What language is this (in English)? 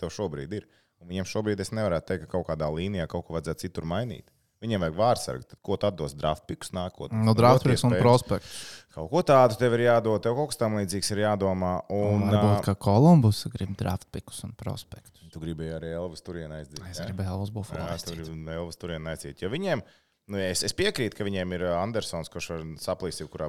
Latvian